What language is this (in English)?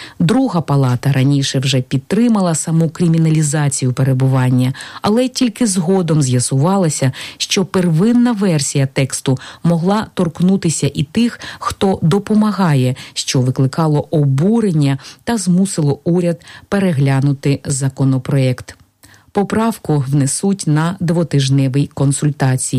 Ukrainian